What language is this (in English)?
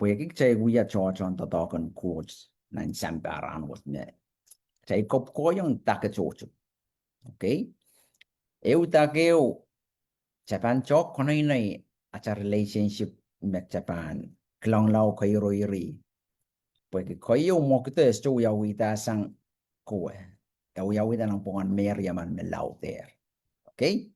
Pohnpeian